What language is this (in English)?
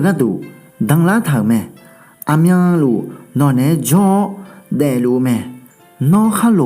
Akha